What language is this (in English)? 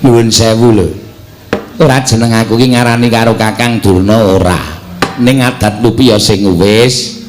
Javanese